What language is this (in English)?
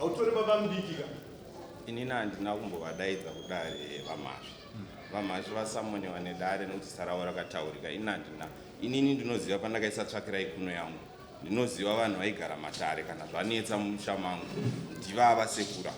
Shona